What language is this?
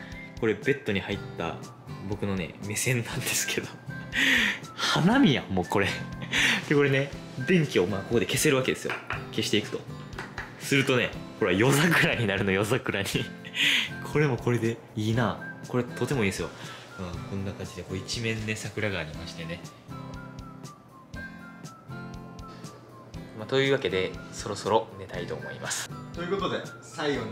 Japanese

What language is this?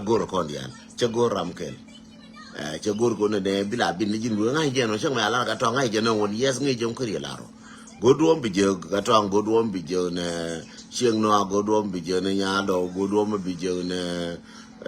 Nuer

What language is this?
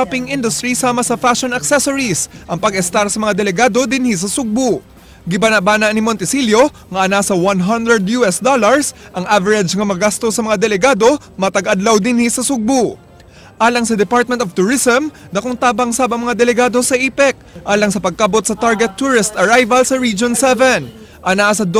Cebuano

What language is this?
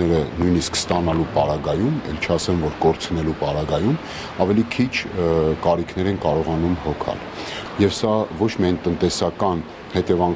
Armenian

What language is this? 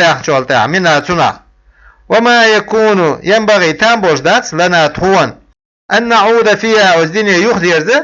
Chechen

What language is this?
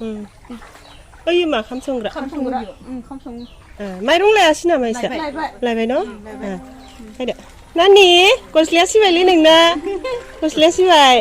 Bodo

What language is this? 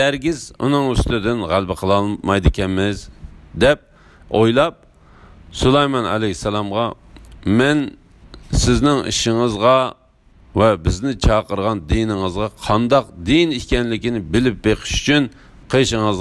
Uyghur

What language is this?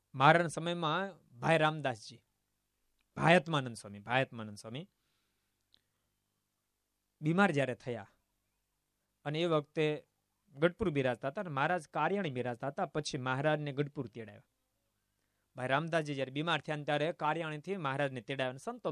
Gujarati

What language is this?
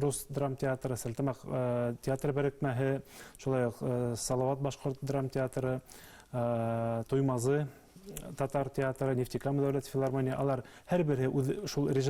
Bashkir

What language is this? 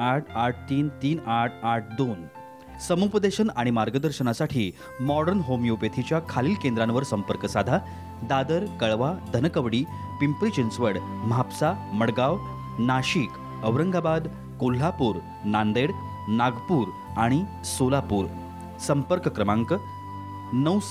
Marathi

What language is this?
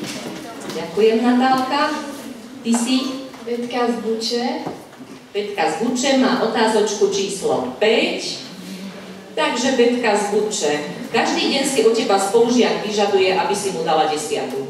Slovak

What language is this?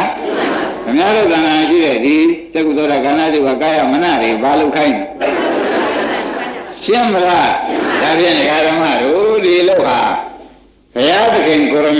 Burmese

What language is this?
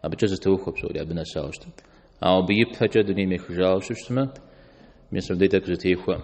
Kabardian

